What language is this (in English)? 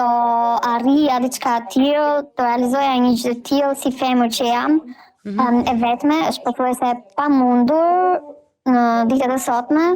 Albanian